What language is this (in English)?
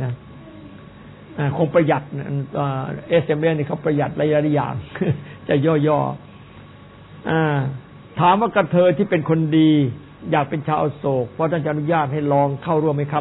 Thai